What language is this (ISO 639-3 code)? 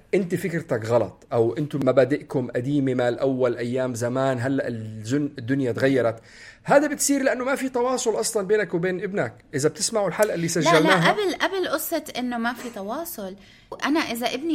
apc